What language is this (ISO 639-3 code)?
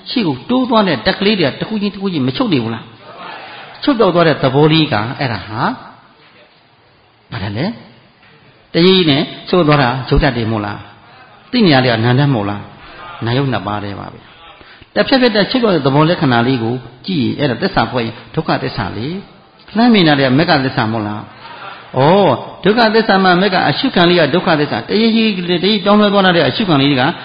mya